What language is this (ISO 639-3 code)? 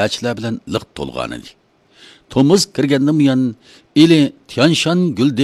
uig